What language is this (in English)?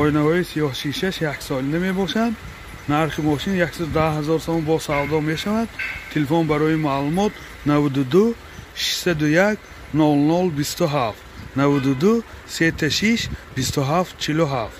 Tajik